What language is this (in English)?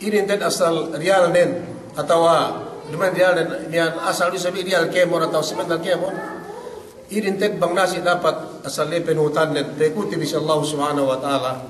Yakan